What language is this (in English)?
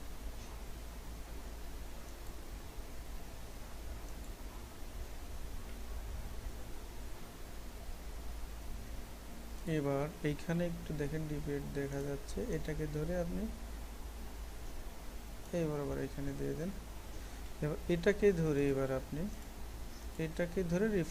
Bangla